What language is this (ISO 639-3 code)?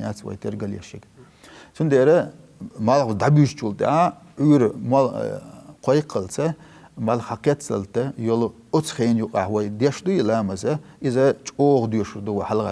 che